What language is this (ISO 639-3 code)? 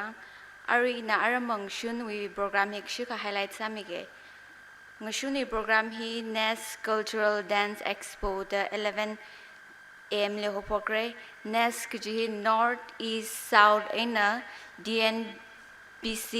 nmf